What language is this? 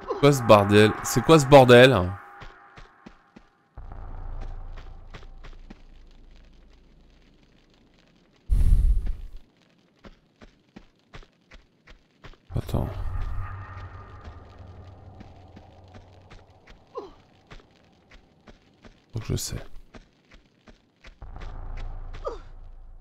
French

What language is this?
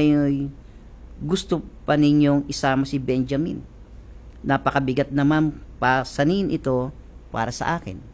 Filipino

